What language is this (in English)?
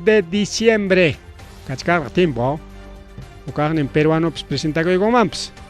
Ayacucho Quechua